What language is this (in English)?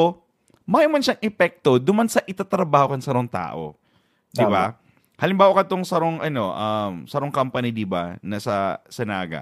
Bikol